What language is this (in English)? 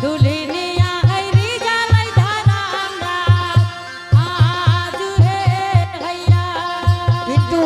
Angika